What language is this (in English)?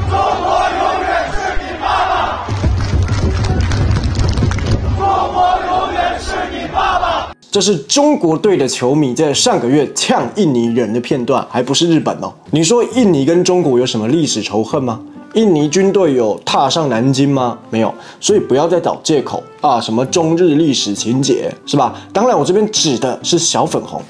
Chinese